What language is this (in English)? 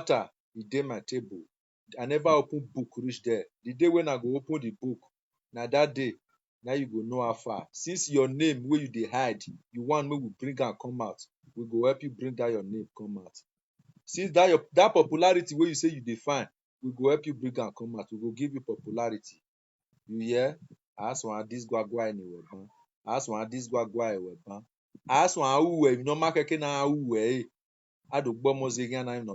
Nigerian Pidgin